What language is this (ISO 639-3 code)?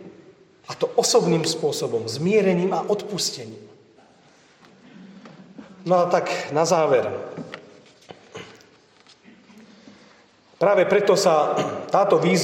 slk